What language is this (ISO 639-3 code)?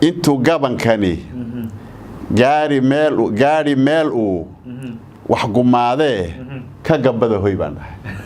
som